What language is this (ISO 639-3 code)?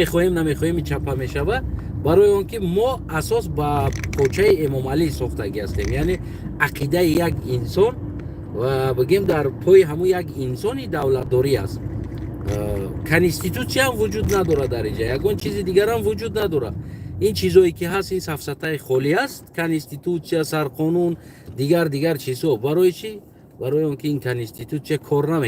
tgk